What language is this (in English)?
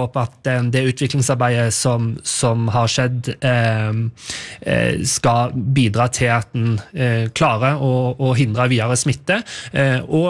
Norwegian